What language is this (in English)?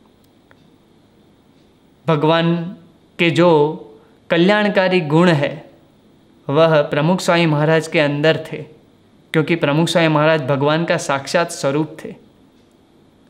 Hindi